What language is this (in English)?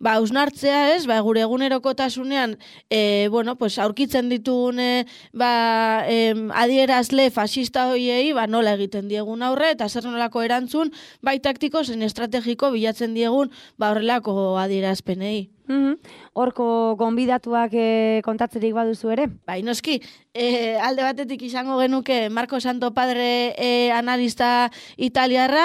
Basque